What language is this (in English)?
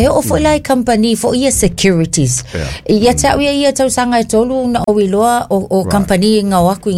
Samoan